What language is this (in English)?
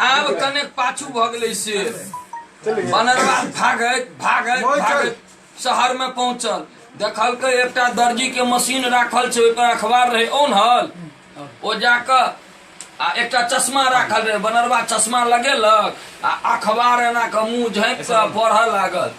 Maithili